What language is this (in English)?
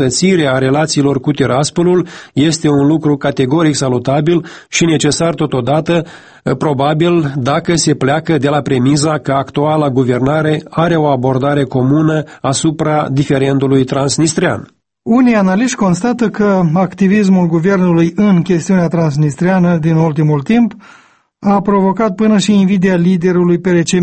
Romanian